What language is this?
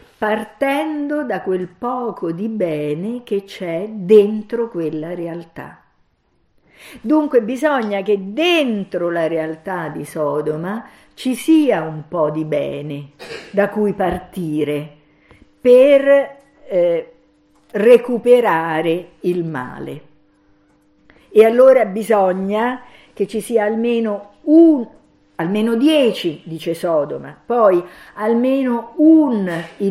Italian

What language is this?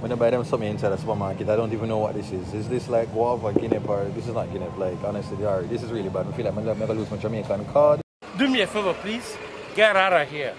Jamaican Creole English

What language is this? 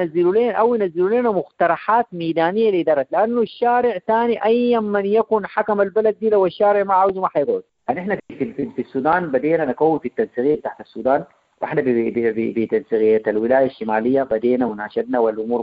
Sudanese Arabic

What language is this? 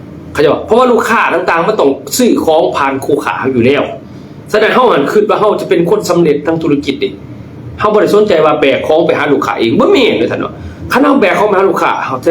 Lao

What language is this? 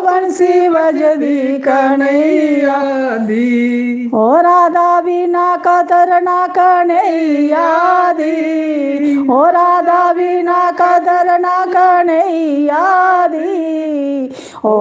Dogri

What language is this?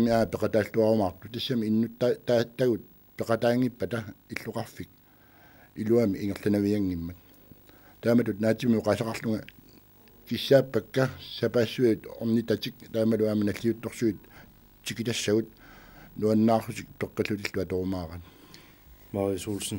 Kalaallisut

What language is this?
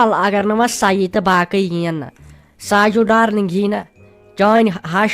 Kashmiri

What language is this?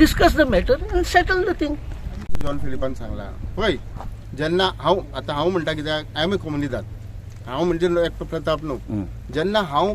Konkani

